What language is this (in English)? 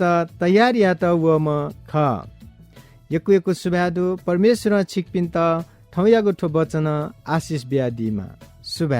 Newari